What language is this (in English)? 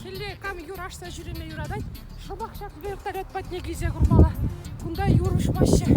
Chuvash